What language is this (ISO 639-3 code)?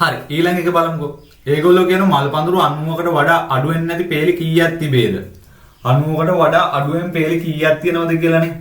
sin